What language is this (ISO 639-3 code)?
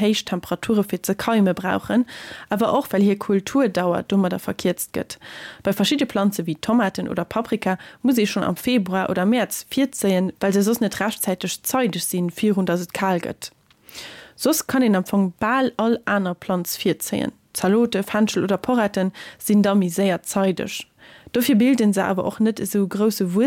ltz